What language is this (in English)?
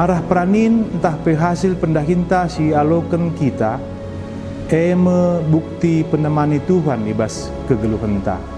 Batak Karo